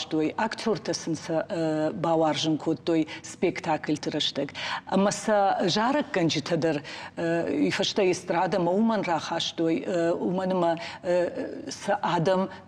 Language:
Ossetic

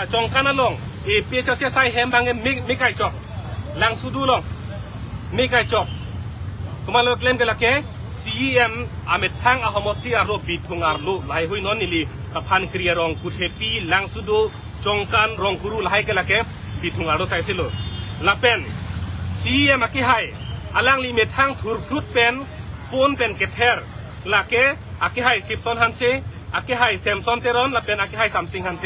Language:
Karbi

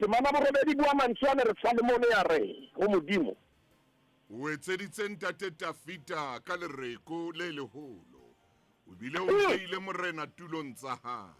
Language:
Southern Sotho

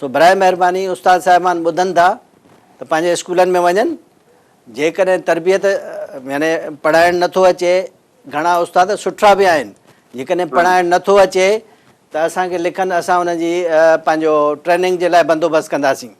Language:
Sindhi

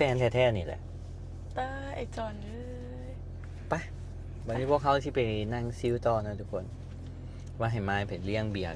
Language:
Lao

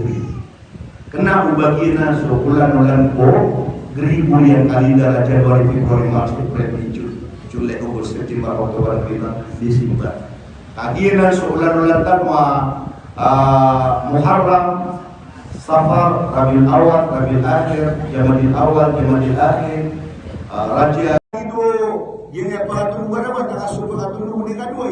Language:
Maranao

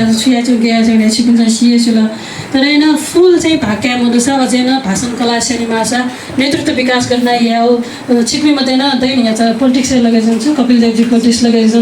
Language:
Newari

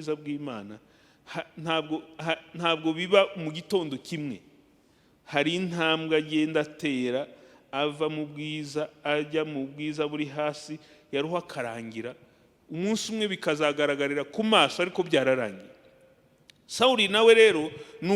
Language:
Kinyarwanda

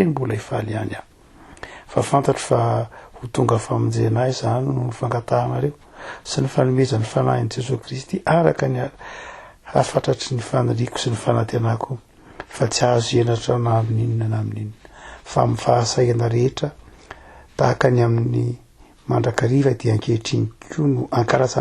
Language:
Malagasy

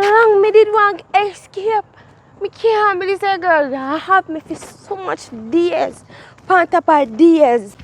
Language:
Jamaican Creole English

